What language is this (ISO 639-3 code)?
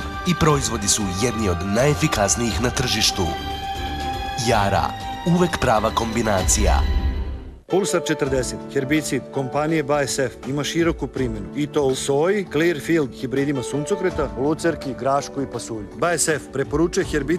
srp